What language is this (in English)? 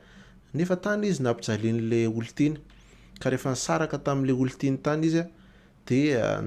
Malagasy